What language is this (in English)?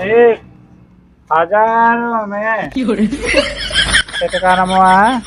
Awadhi